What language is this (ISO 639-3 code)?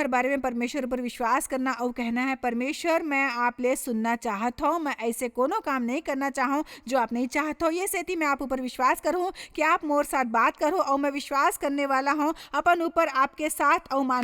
hne